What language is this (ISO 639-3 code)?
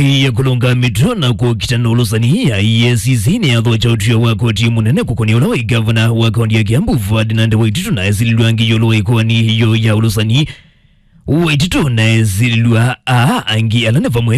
kam